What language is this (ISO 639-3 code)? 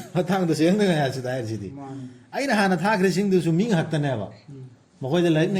mni